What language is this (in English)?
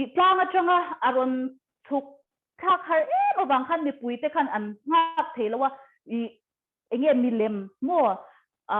Mizo